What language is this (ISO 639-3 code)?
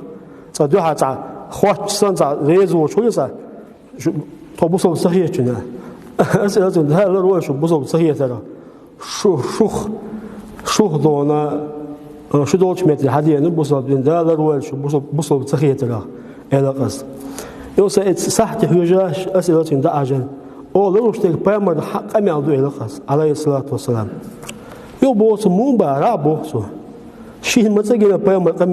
che